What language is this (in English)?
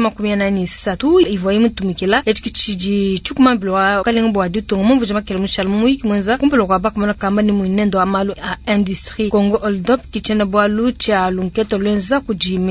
Luba-Lulua